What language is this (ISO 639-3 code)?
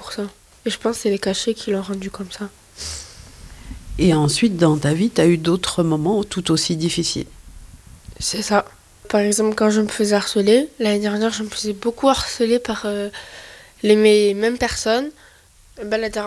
fra